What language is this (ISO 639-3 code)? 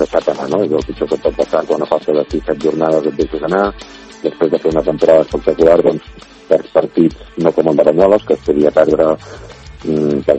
cat